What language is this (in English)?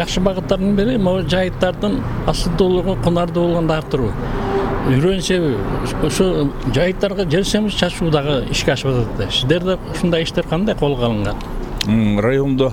Kyrgyz